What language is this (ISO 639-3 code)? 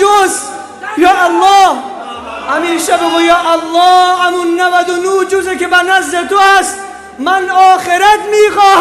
fas